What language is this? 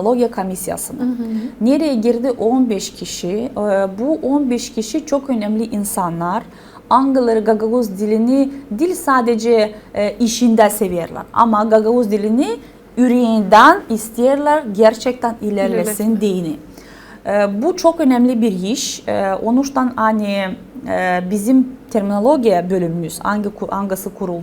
Gagauz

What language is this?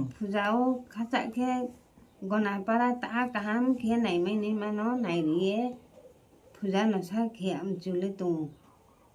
Riang (India)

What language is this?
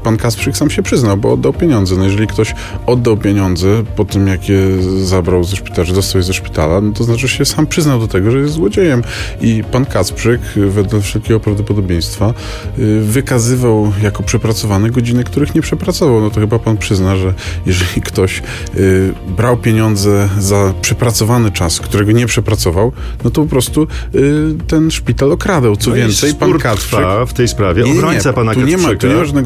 Polish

